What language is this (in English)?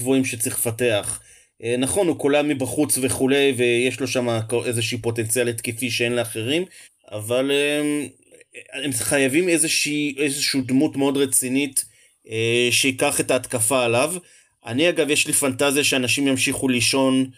Hebrew